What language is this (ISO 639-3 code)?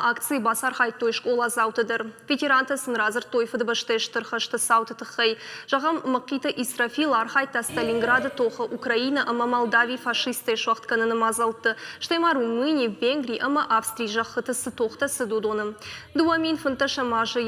oss